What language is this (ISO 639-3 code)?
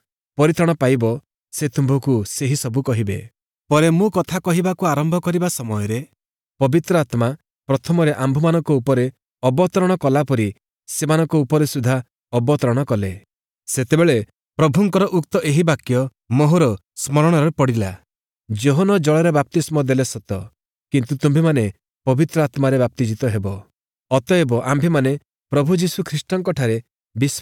ori